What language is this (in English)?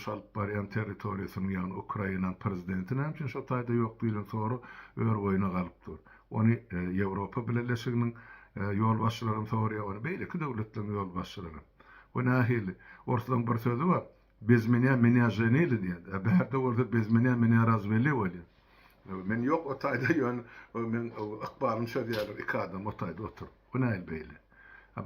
Turkmen